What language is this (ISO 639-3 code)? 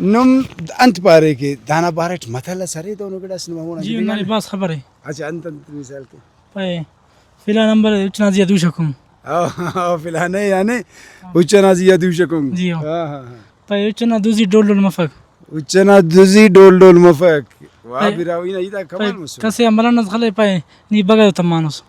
brh